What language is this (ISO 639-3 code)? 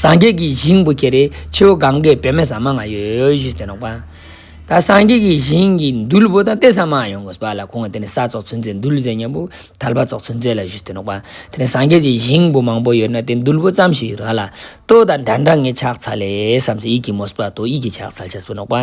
lbj